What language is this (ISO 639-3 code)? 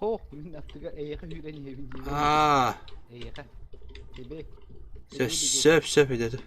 sah